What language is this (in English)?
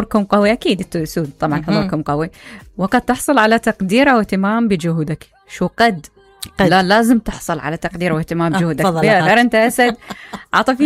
Mesopotamian Arabic